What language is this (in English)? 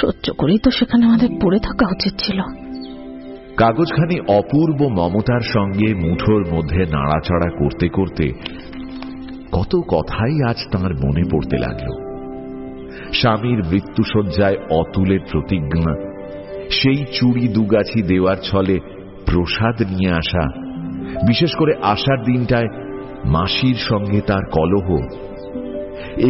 Bangla